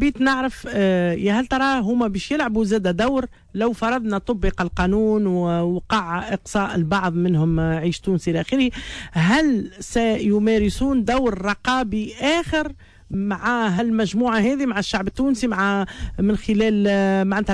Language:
Tunisian Arabic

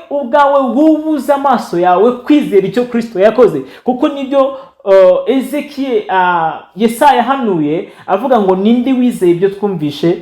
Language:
Kinyarwanda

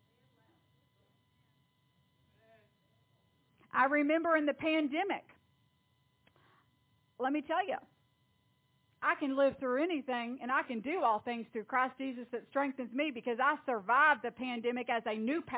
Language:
English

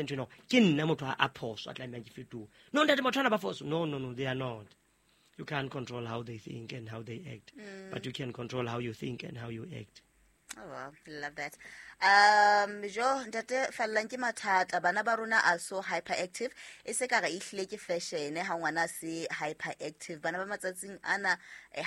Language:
Southern Sotho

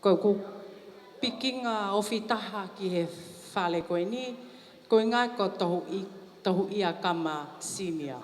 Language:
Tongan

